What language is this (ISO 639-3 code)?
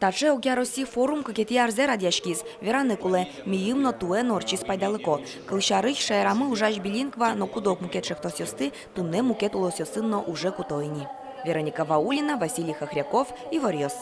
udm